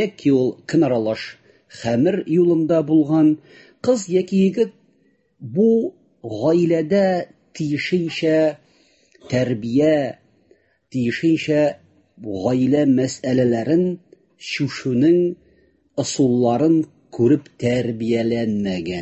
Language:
Tatar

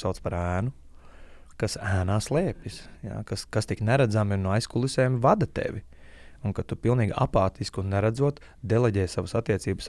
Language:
Latvian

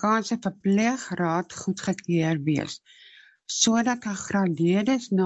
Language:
Afrikaans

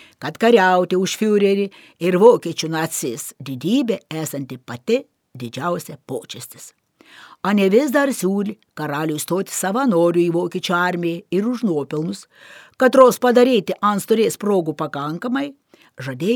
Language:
Lithuanian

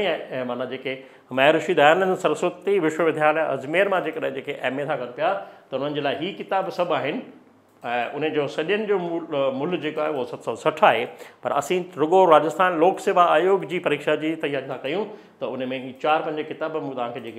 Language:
Sindhi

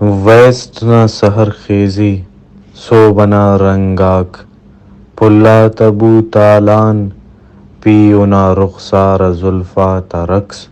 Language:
Brahui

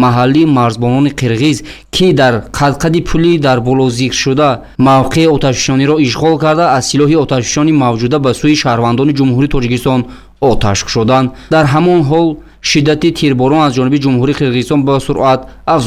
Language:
Tajik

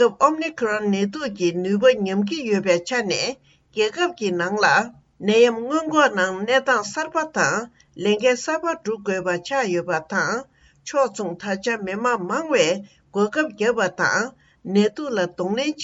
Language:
Tibetan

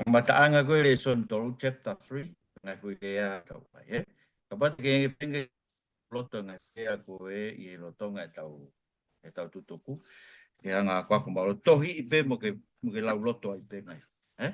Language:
Tongan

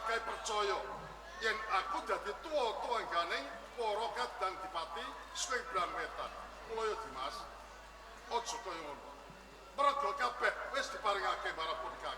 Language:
Javanese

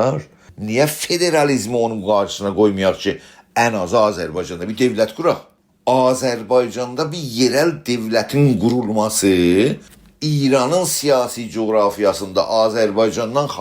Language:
South Azerbaijani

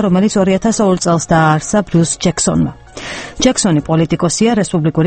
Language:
Georgian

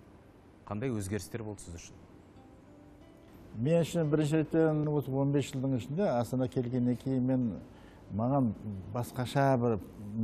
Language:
Kazakh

